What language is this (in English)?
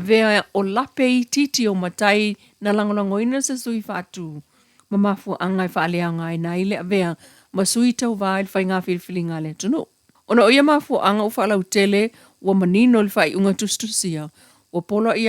Samoan